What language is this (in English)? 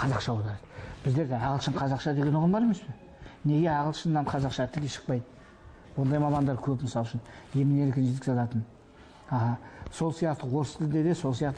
Kazakh